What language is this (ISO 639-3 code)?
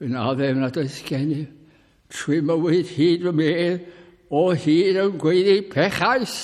cym